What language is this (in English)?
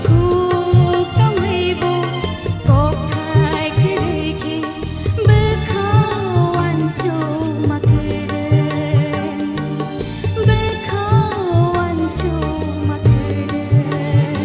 Kok Borok